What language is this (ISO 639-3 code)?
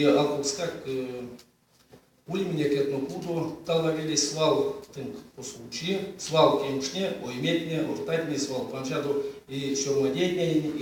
myv